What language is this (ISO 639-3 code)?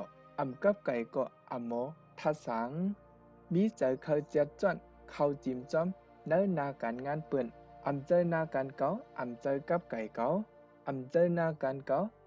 shn